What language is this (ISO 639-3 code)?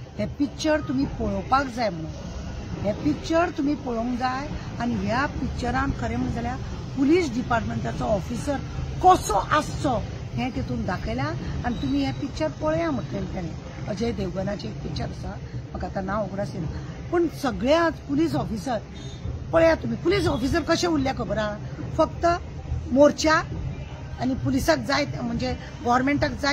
kok